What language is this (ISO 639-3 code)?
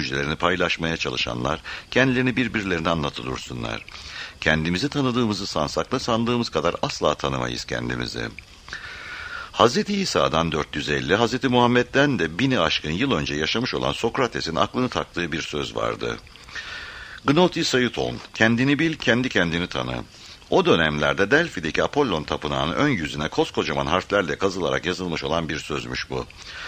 tur